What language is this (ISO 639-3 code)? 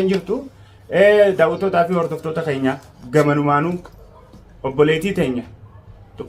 orm